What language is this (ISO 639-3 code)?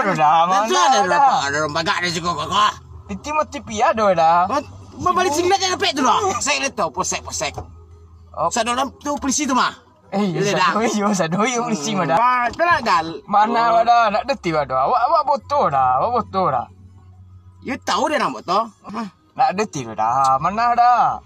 min